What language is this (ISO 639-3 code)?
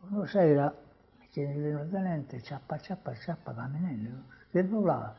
srd